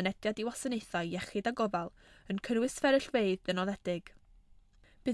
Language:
Welsh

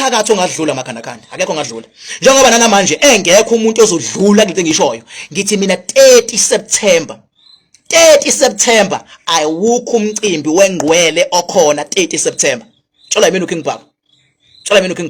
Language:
Zulu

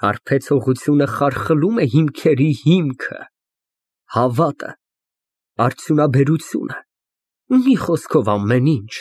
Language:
Armenian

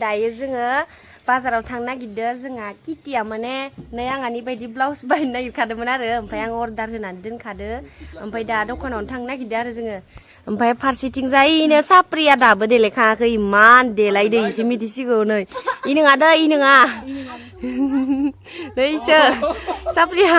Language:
Bodo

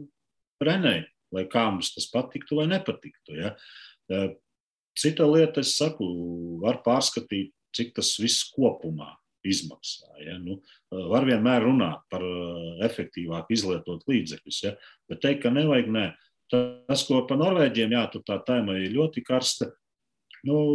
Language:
Latvian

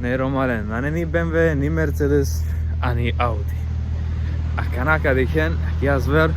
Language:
Romany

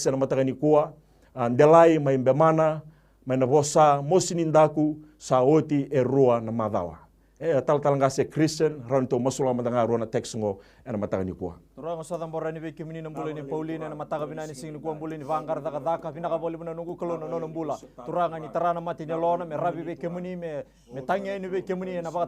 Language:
Fijian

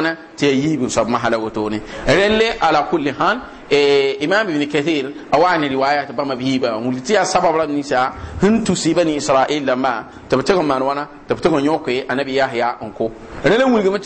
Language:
Mossi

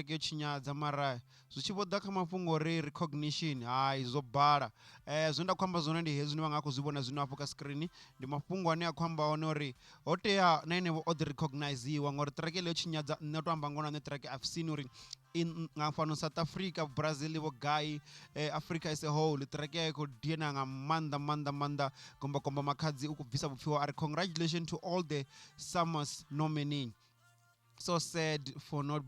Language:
Venda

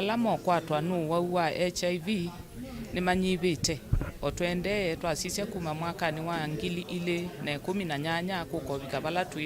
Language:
Kamba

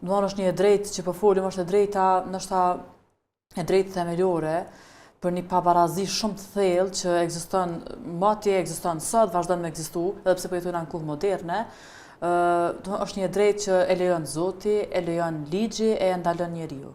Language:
Albanian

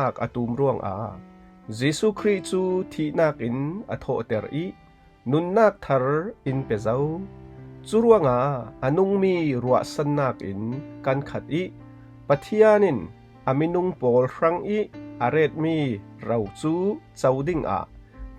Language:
Falam Chin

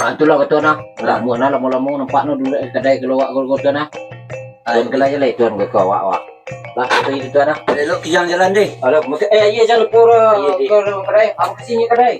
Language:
Minangkabau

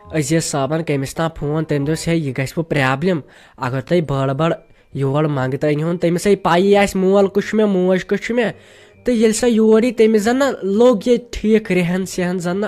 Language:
Kashmiri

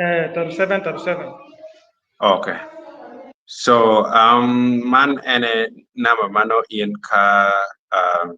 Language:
Acoli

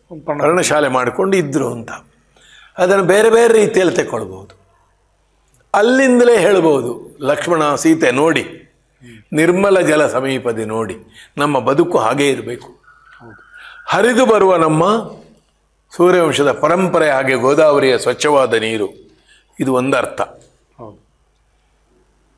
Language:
Kannada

